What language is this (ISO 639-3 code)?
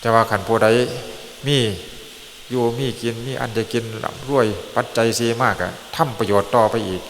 tts